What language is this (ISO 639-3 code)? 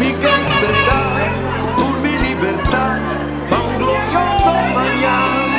pap